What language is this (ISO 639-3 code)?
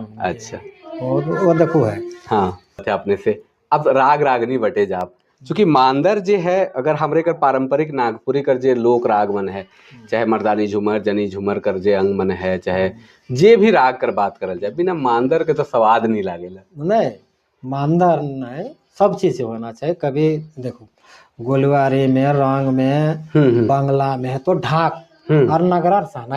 sck